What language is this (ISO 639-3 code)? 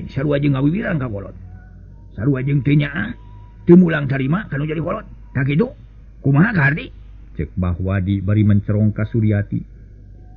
sun